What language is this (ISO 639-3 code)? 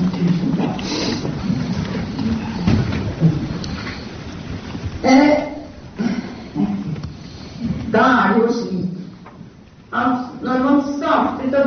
nor